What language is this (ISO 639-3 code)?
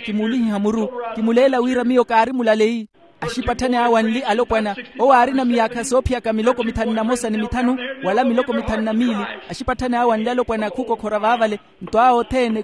vmw